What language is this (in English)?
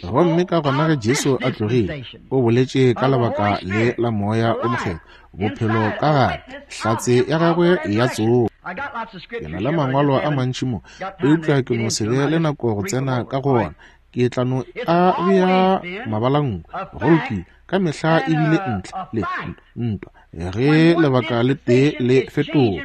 Northern Sotho